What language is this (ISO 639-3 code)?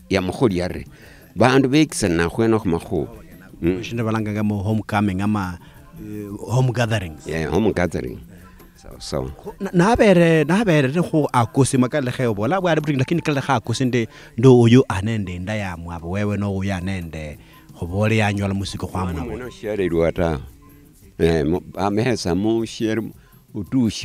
luy